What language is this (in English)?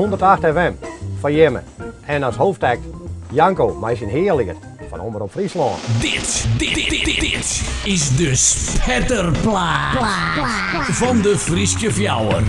Western Frisian